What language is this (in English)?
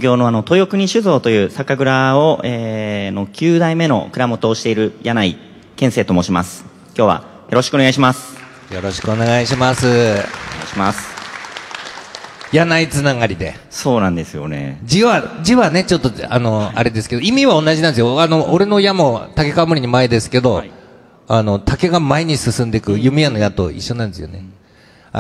Japanese